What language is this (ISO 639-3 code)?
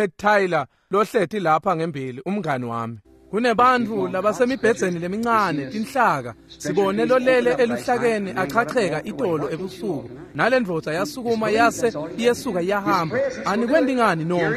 ssw